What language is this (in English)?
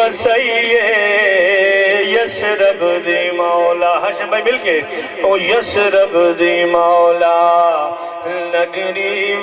Saraiki